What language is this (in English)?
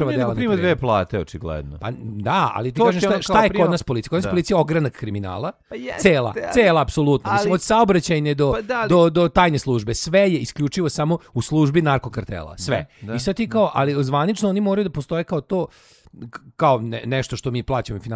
Serbian